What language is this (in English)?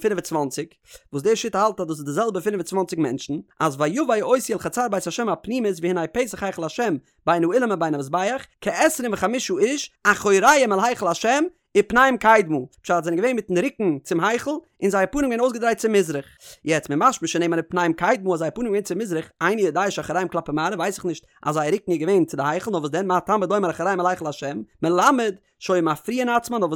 Yiddish